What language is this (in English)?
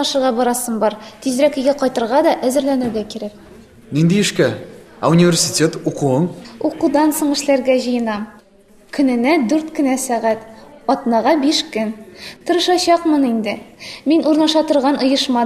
Tatar